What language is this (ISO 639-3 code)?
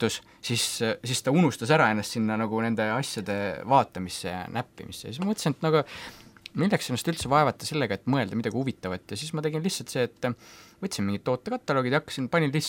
est